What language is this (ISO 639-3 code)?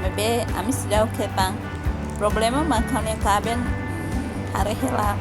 tet